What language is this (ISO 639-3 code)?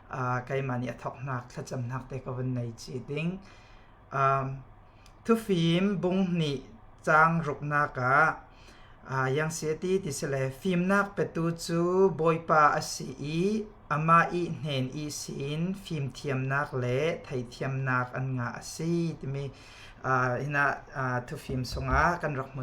cfm